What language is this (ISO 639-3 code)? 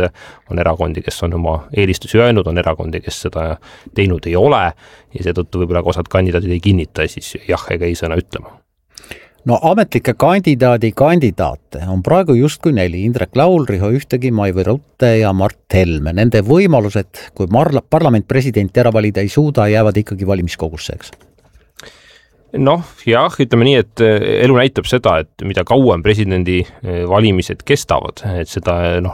est